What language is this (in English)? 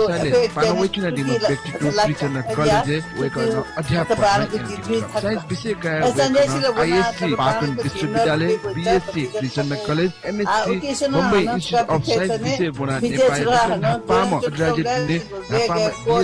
Newari